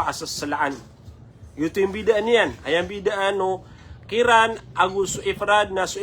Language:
Maranao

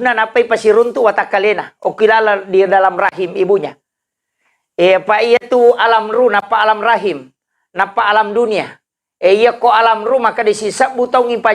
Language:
Buginese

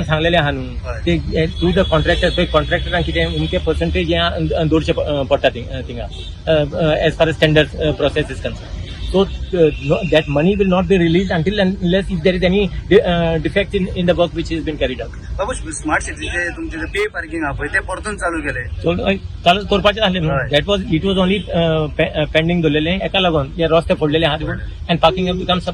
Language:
Konkani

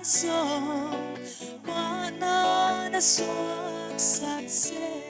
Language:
Paite Chin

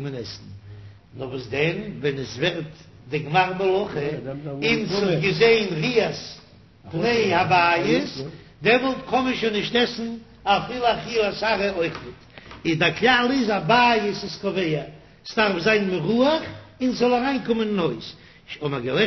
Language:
Yiddish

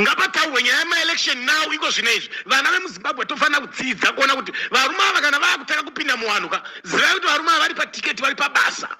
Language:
Shona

